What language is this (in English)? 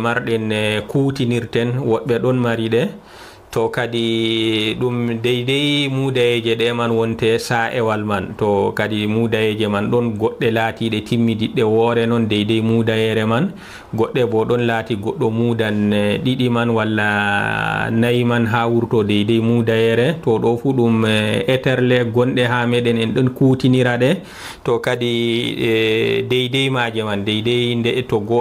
Fula